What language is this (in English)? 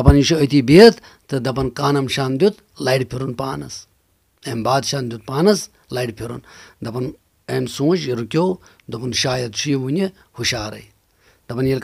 Kashmiri